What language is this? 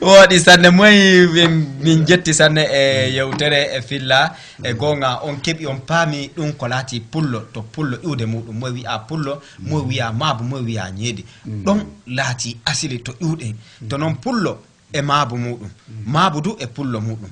Fula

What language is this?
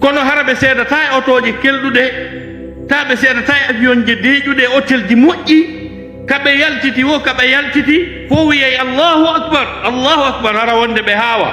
Fula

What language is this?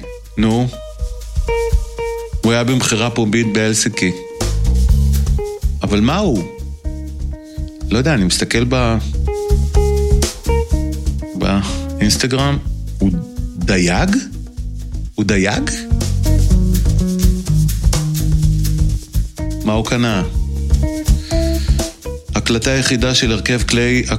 Hebrew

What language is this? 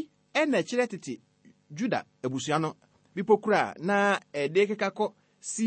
Akan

